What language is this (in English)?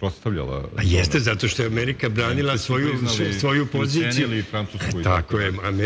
Serbian